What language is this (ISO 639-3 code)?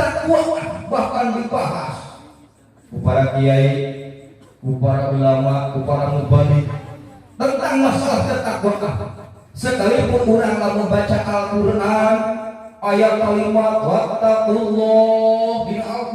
sun